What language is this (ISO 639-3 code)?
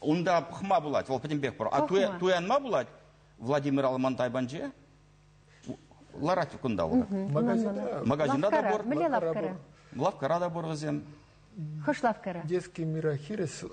chv